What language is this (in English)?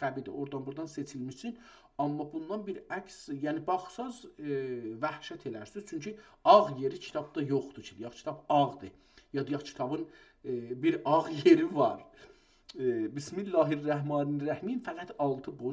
South Azerbaijani